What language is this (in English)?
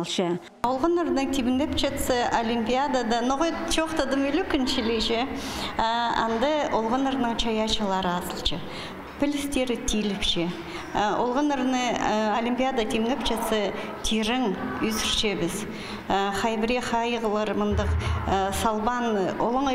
Khakas